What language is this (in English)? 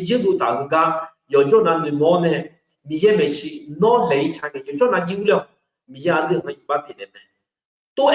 Akha